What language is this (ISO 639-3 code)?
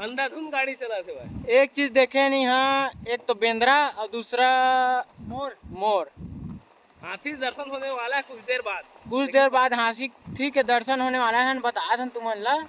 hne